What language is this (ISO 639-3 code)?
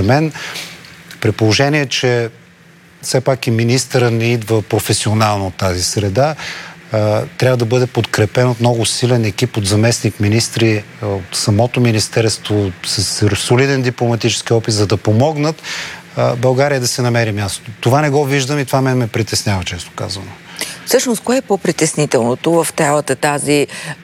bul